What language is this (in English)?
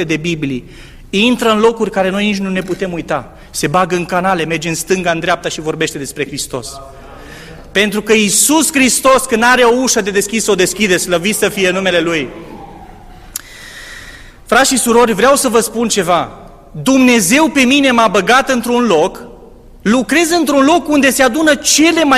Romanian